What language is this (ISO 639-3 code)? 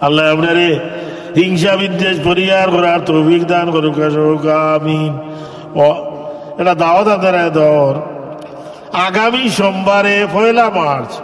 syl